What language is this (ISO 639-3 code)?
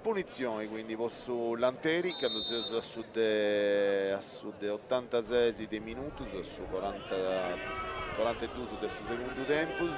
srd